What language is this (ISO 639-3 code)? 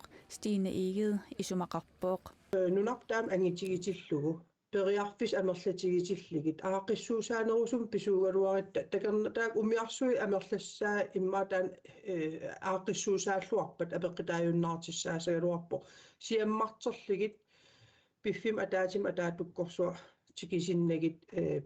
kal